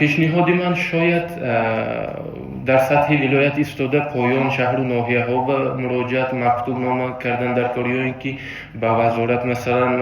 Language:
Tajik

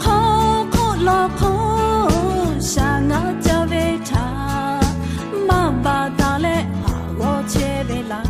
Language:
Lahu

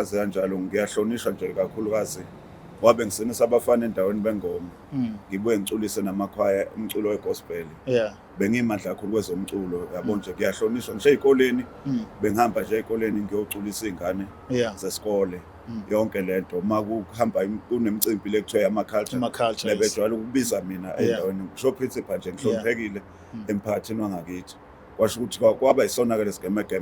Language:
Zulu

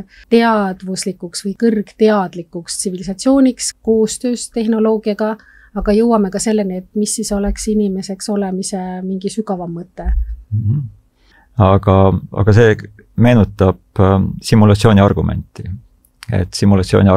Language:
Estonian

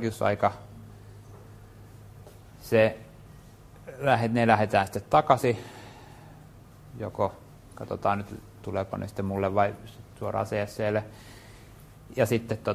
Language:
Finnish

